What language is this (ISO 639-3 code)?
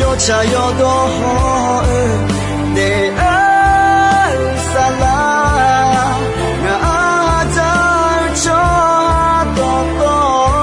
ahk